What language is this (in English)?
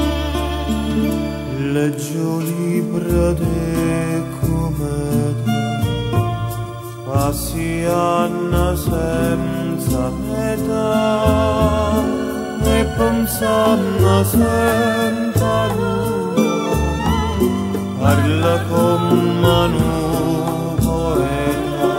Italian